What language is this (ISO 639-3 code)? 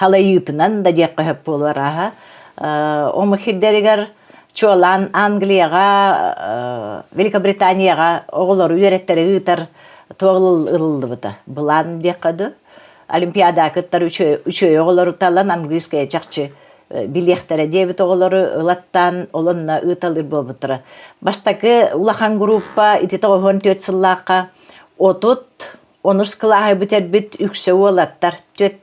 sah